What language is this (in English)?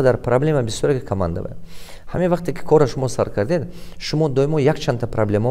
Tajik